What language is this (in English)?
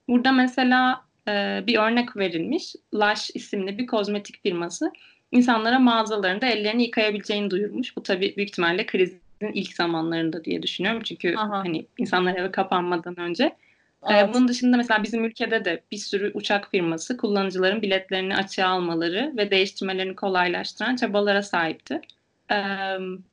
Turkish